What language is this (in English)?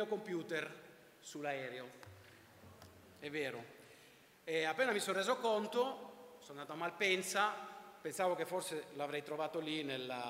Italian